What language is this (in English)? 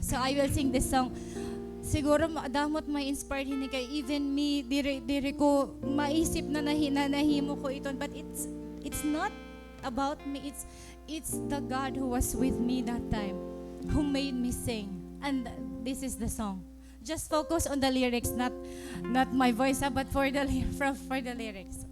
Waray